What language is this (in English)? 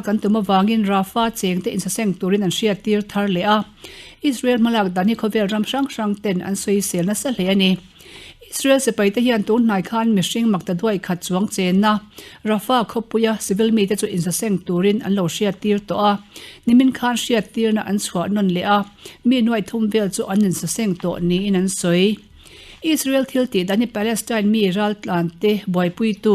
Mizo